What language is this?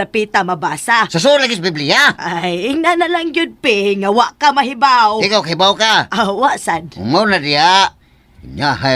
Cebuano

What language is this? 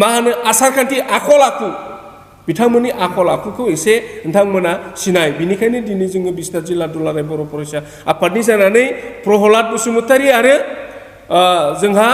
Bodo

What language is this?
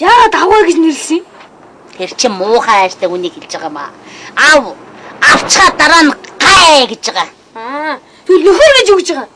Mongolian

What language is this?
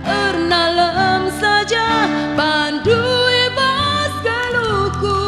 Batak Karo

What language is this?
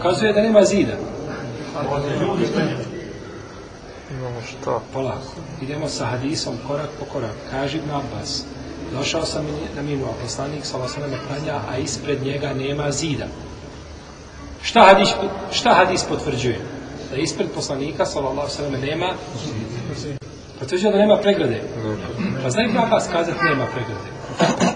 Bosnian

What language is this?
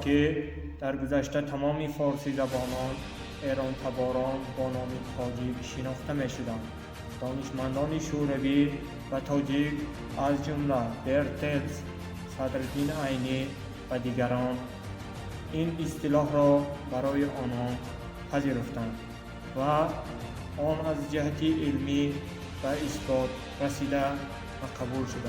Tajik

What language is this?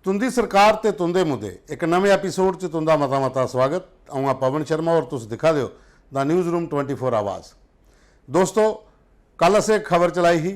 Dogri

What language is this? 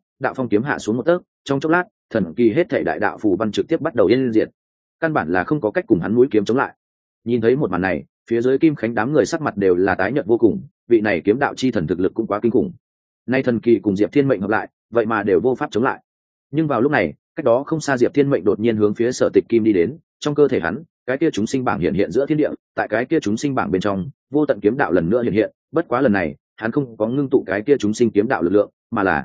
Vietnamese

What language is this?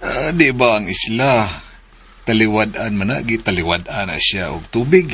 Cebuano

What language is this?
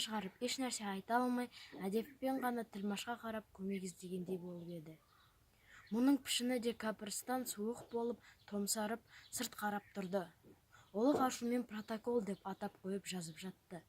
Kazakh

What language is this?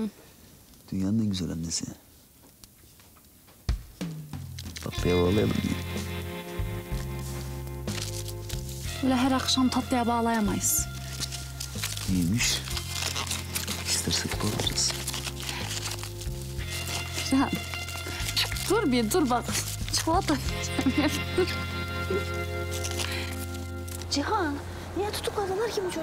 Turkish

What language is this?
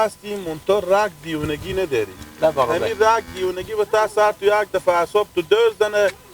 Persian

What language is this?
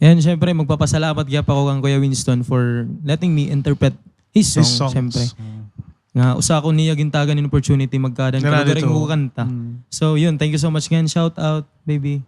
Waray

